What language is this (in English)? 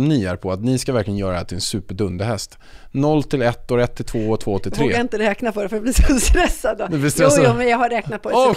Swedish